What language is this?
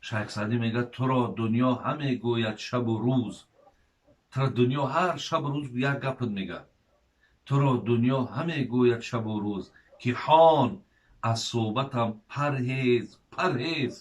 Tajik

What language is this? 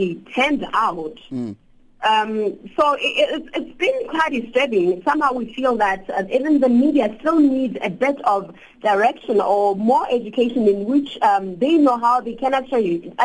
English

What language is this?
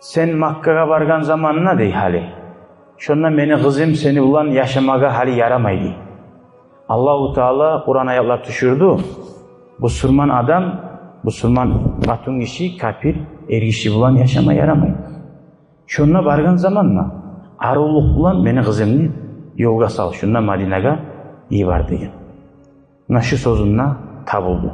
Kumyk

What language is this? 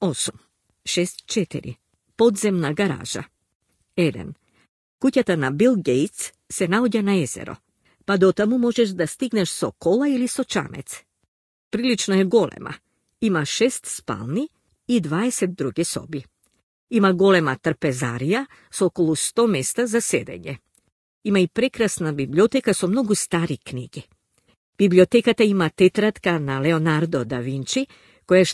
Macedonian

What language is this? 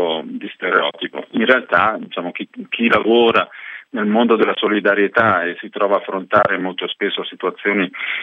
Italian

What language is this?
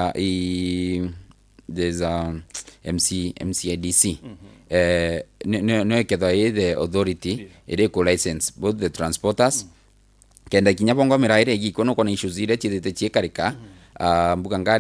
Meru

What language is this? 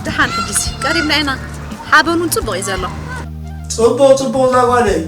Tigrinya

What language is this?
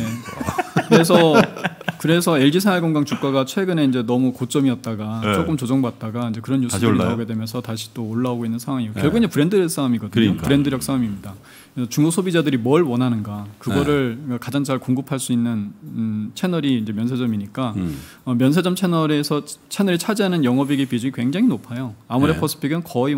Korean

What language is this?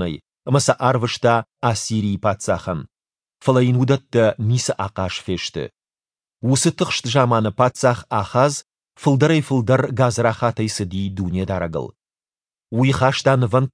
Ossetic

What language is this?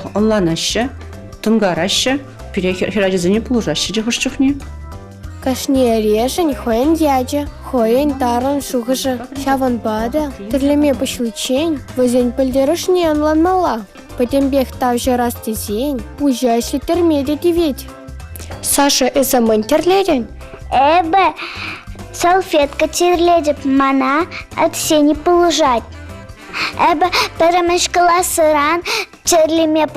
Chuvash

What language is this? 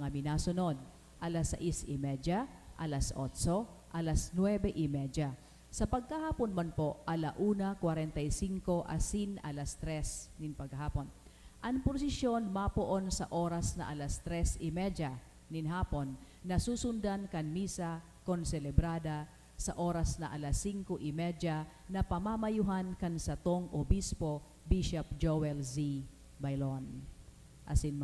Bikol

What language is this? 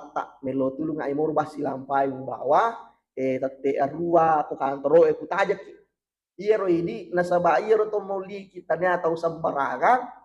Buginese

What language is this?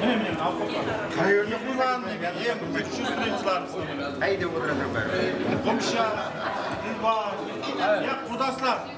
Kara-Kalpak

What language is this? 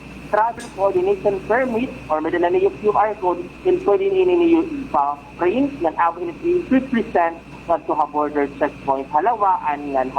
Waray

